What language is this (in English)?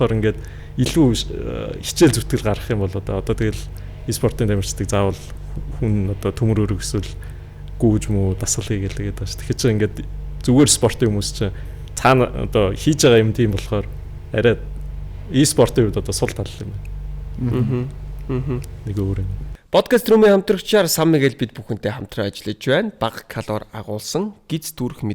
Mongolian